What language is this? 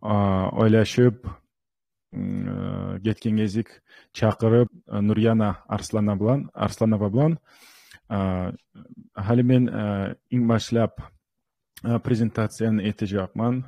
Kumyk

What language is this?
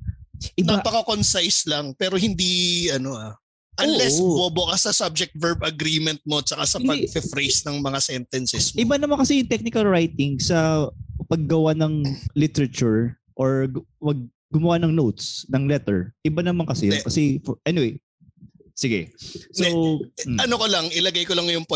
Filipino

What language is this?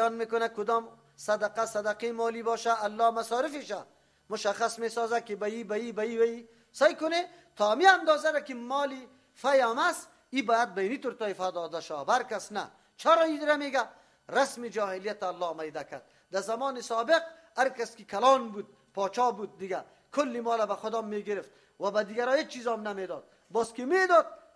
Persian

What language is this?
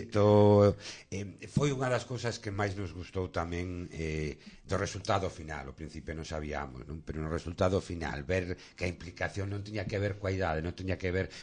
Galician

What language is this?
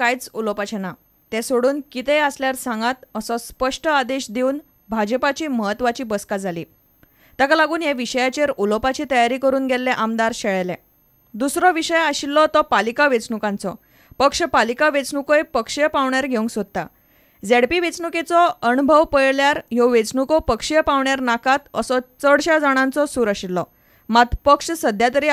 Konkani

